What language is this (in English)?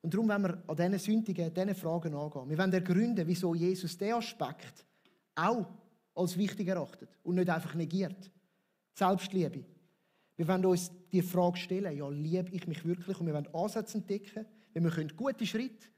Swiss German